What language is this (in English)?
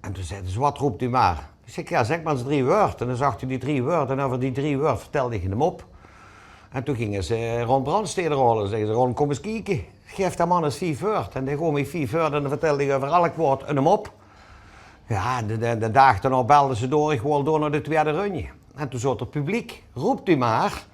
Limburgish